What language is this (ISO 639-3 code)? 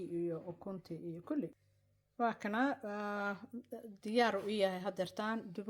som